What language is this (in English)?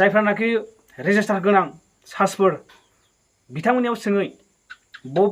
Bodo